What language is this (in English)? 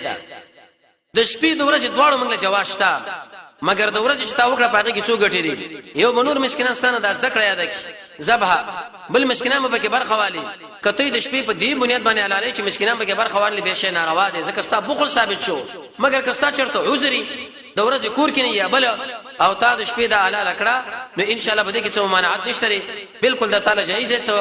Pashto